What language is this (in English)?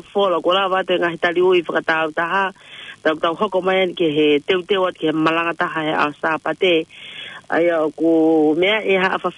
Tongan